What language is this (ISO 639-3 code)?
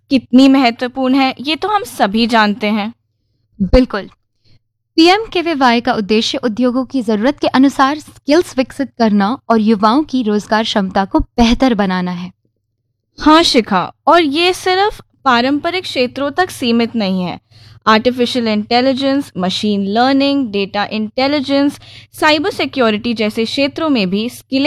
hin